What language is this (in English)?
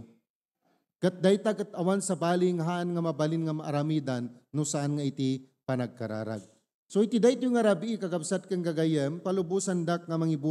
Iloko